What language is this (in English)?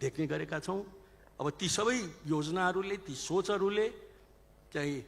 Nepali